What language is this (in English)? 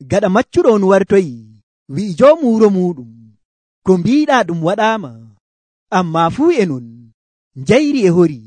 Nigerian Fulfulde